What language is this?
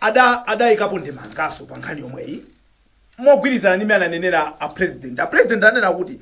Nyanja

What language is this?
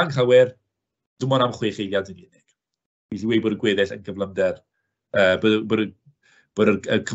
Welsh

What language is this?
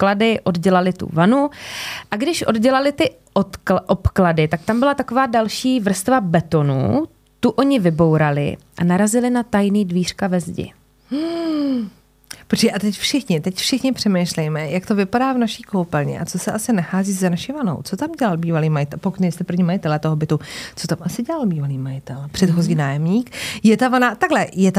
Czech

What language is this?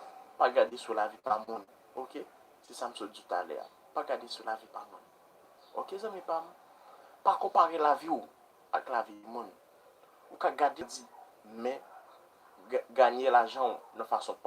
Haitian Creole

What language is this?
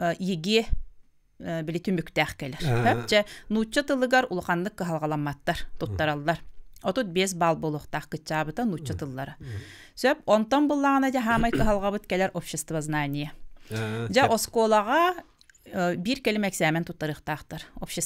Yakut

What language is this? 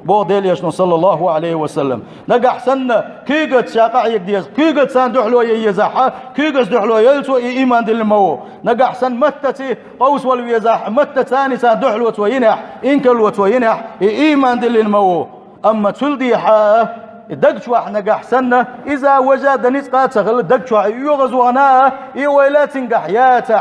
Chechen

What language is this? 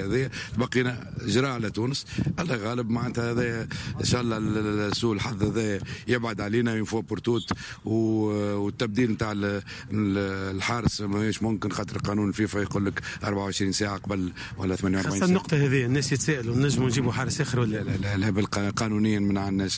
Tunisian Arabic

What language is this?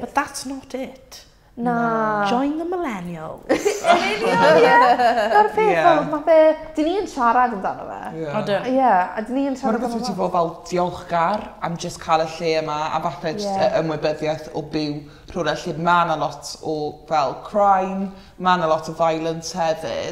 Welsh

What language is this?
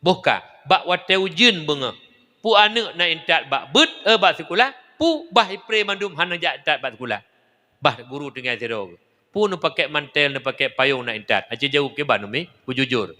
Achinese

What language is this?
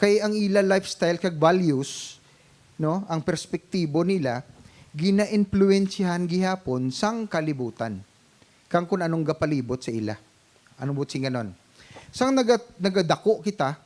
Hiligaynon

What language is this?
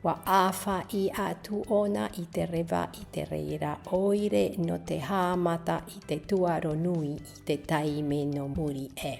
Tahitian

